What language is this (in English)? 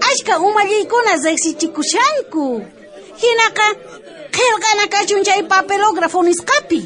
South Bolivian Quechua